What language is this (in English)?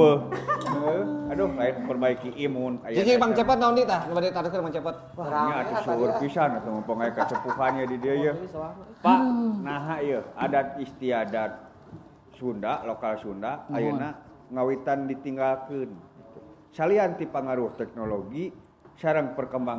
Sundanese